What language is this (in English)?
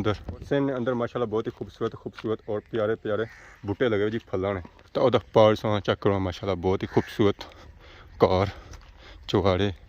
Pahari-Potwari